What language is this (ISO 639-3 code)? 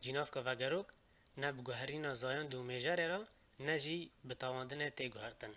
kur